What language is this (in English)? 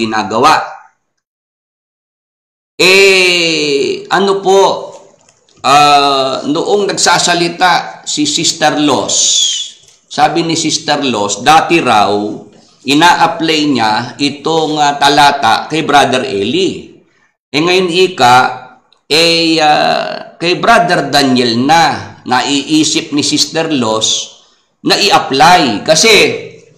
Filipino